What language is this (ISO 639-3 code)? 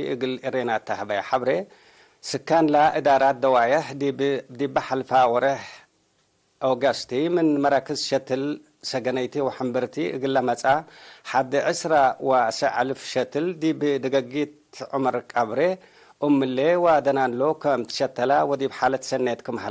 tig